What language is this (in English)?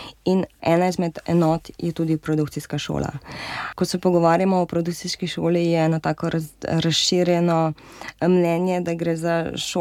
Slovenian